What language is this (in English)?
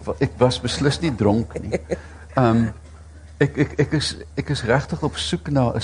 Afrikaans